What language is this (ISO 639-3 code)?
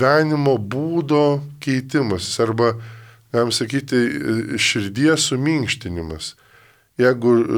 lit